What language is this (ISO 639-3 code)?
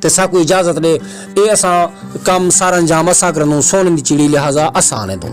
skr